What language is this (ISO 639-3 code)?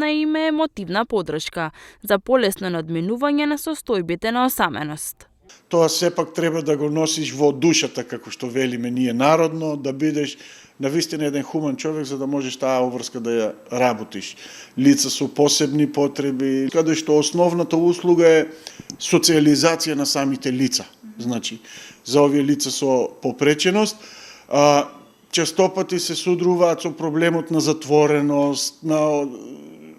mkd